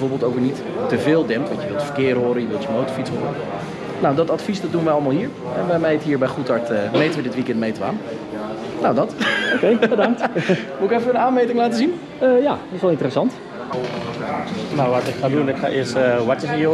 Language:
Dutch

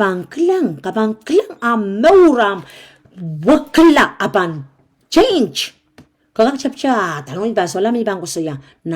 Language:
Pohnpeian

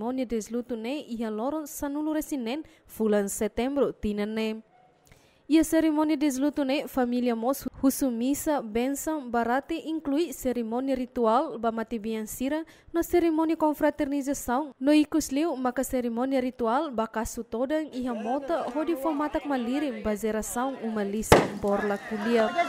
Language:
Tetum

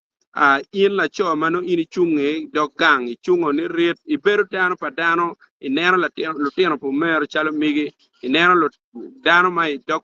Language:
Acoli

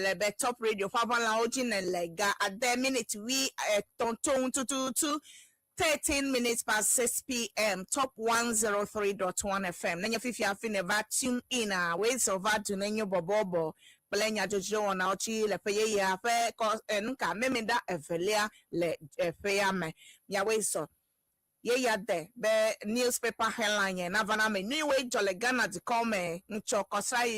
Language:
Ewe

